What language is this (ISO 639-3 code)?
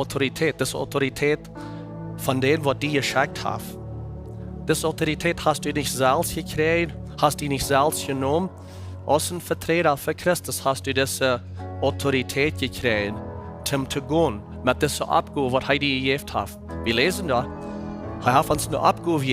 pdt